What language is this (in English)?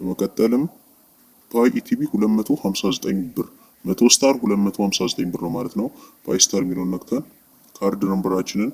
Amharic